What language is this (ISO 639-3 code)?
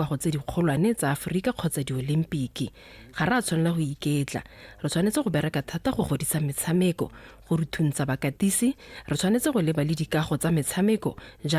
tsn